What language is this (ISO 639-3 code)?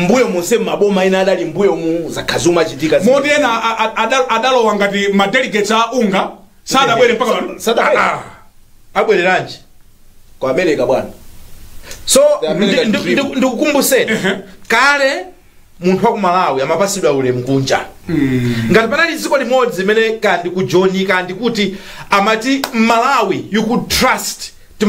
nya